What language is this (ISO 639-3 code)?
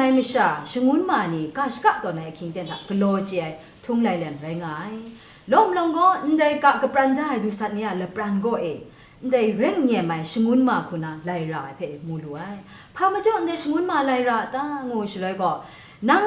kac